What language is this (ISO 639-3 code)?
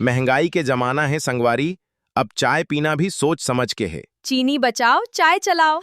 hne